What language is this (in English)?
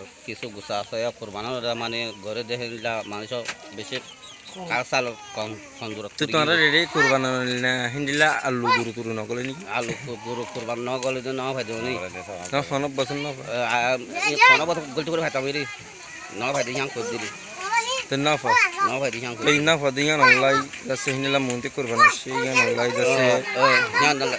Rohingya